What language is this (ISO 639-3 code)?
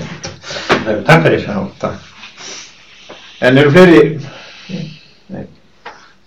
isl